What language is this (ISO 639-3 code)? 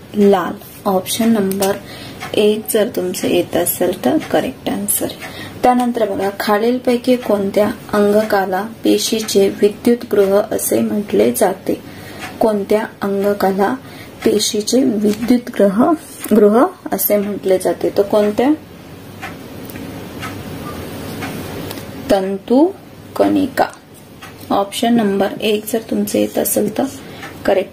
mar